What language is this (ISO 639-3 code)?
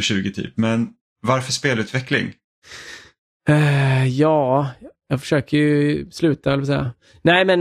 swe